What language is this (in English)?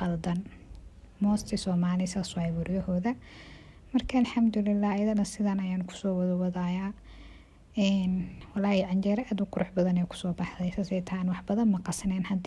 Somali